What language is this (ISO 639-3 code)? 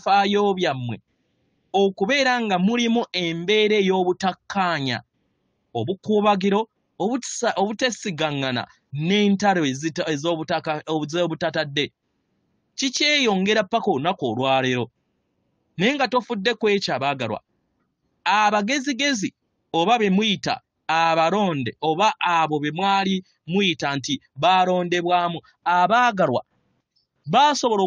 lug